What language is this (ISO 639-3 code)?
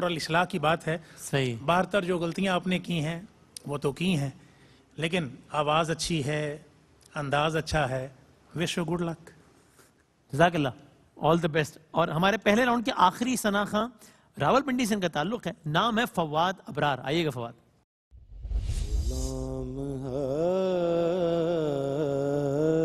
urd